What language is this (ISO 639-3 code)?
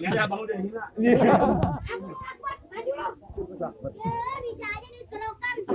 bew